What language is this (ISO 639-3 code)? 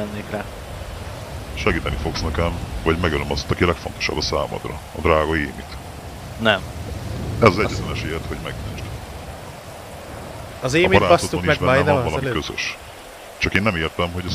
hun